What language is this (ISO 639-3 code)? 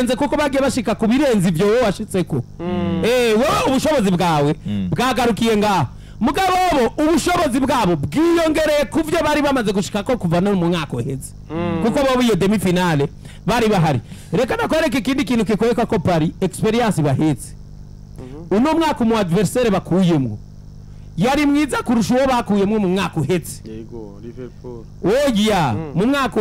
run